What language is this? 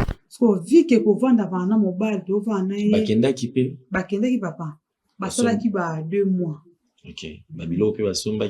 Lingala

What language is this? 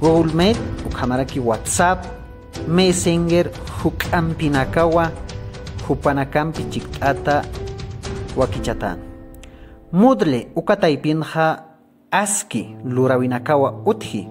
Aymara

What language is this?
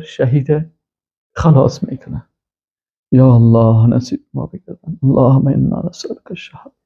Persian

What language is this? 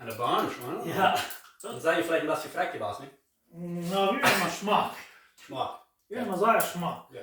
Plautdietsch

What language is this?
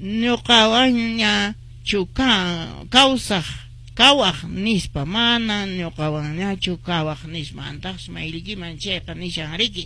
Quechua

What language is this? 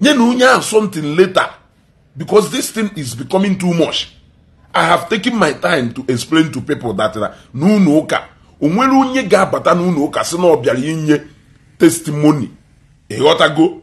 Igbo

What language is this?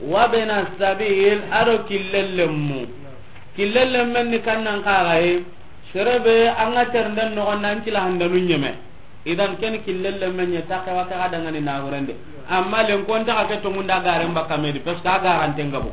Soninke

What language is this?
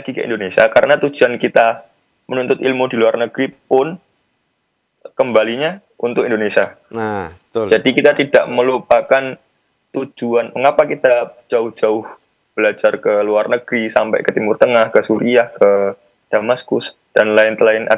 Indonesian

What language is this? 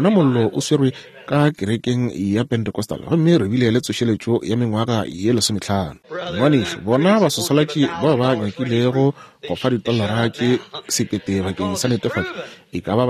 Northern Sotho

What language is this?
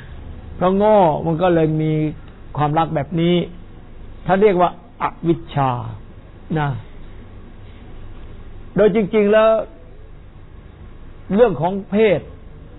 Thai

